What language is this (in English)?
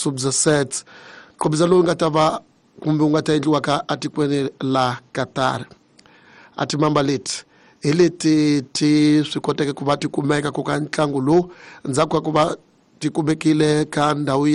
Tsonga